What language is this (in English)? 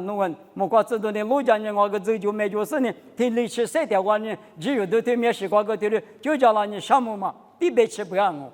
Lisu